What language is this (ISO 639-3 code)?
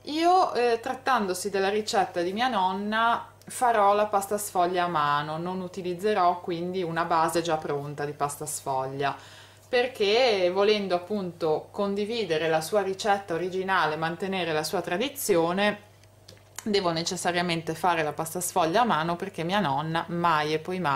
ita